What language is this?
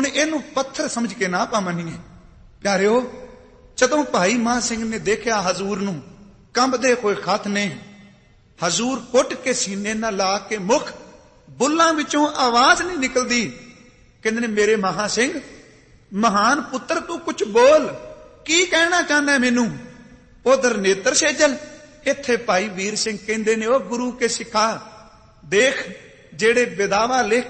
Punjabi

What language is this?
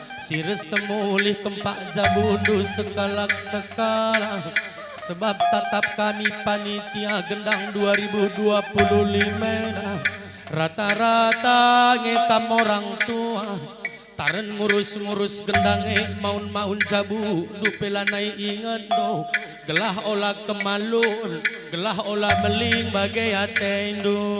Batak Karo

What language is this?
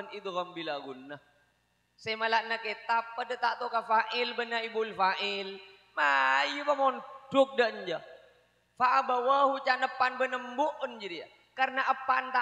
Madurese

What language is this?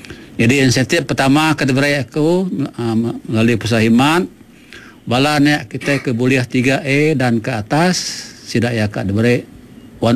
Iban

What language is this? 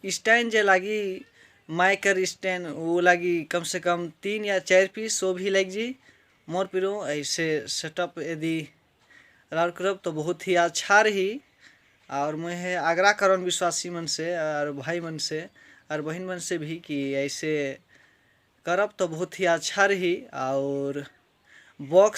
Sadri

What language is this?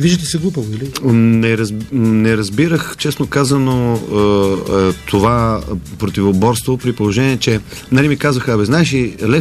Bulgarian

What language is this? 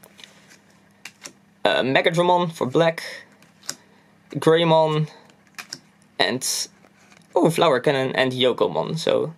English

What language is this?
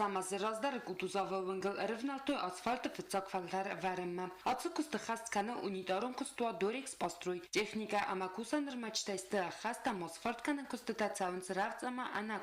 Ossetic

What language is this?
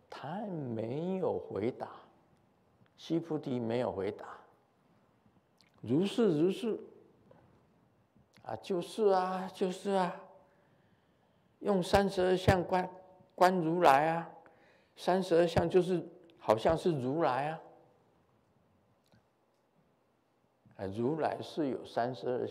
Chinese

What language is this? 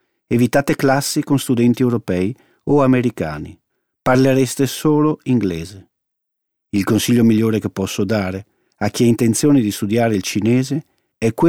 Italian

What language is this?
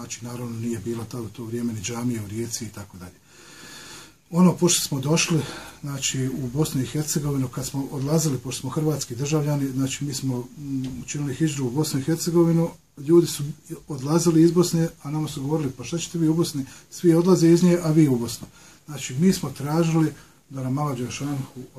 Bosnian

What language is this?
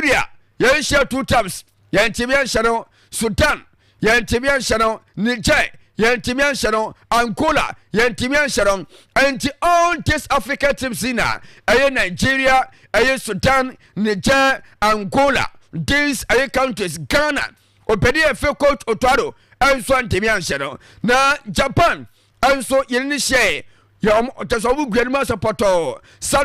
Akan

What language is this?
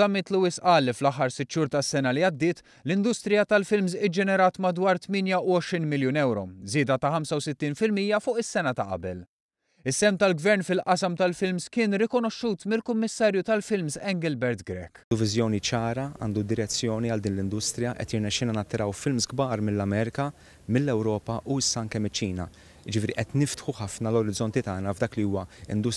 Maltese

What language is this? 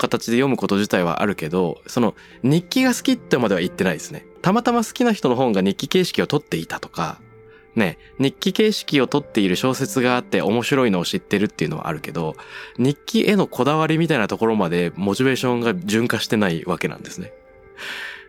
Japanese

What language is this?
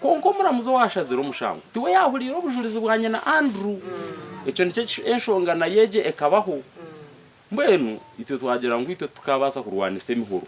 Nyankole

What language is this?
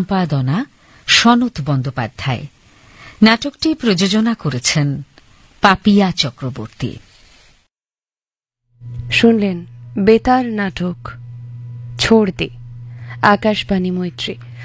Bangla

